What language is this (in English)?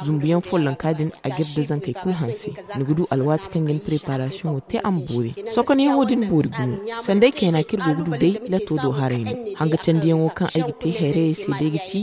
Zarma